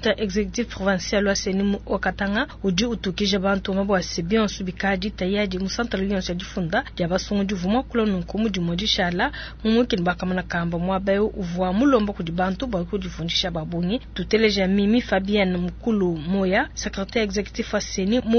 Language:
Luba-Lulua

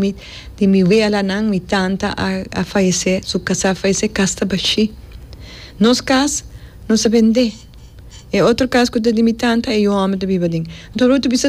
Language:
Papiamento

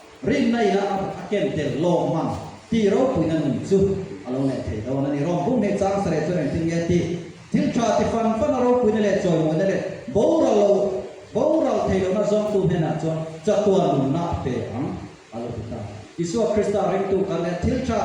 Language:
Mizo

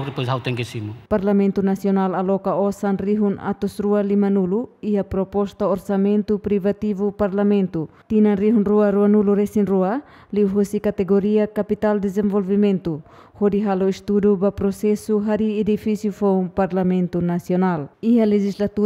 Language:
Tetum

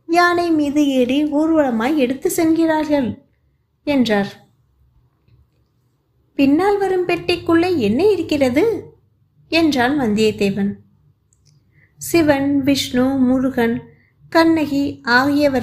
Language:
Tamil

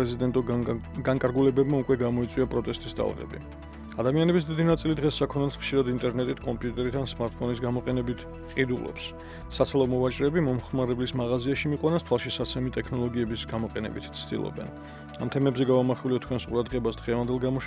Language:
Georgian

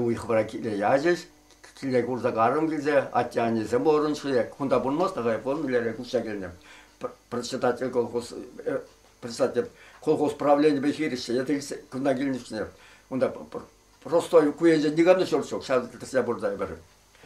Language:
Chuvash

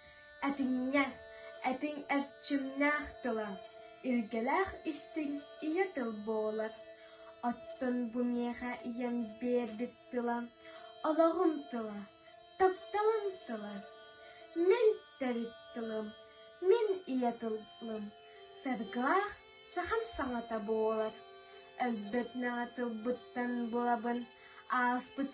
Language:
Yakut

